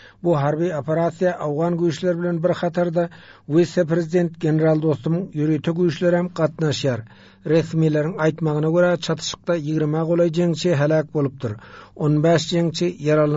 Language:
Turkmen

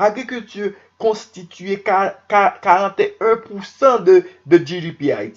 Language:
Haitian Creole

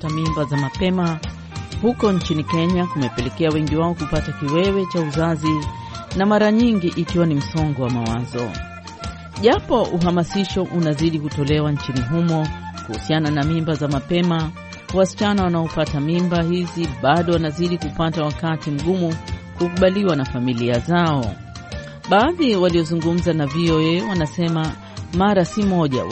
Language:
Swahili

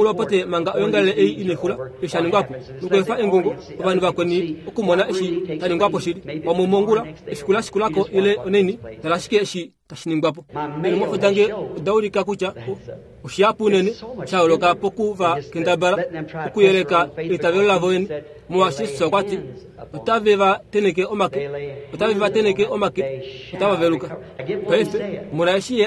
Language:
Kuanyama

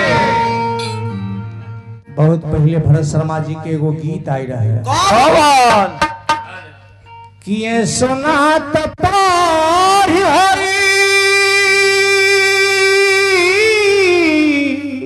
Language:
Bhojpuri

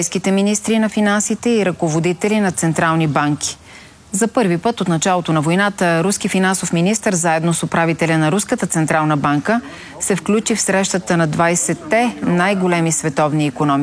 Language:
Bulgarian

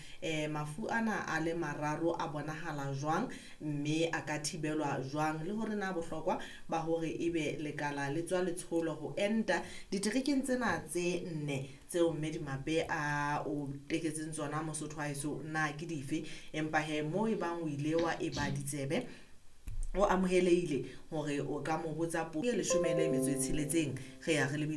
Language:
Southern Sotho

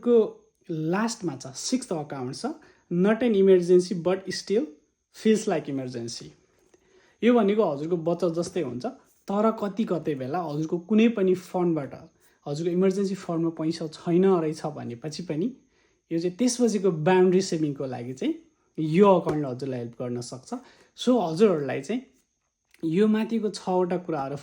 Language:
Nepali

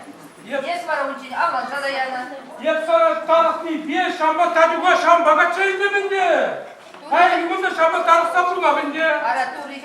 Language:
Chuvash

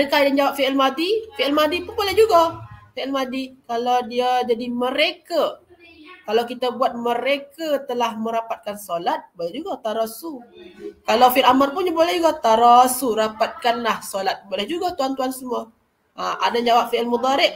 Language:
Malay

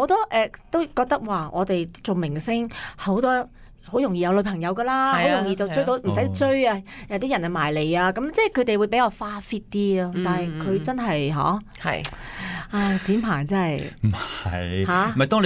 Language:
Cantonese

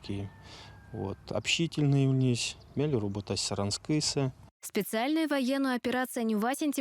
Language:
Erzya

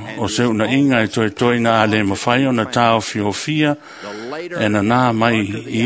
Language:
Samoan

